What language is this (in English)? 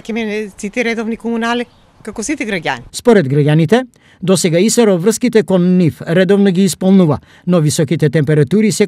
Macedonian